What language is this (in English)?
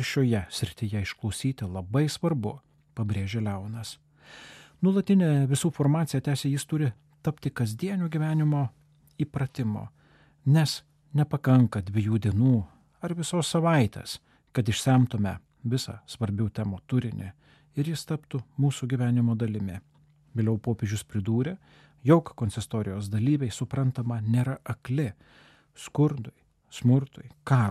Lithuanian